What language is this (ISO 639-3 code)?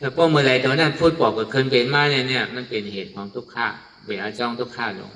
shn